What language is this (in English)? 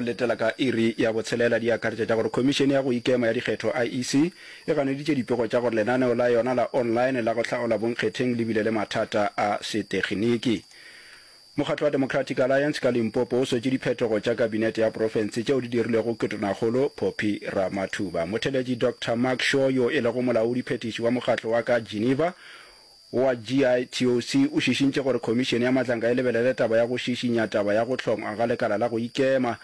Northern Sotho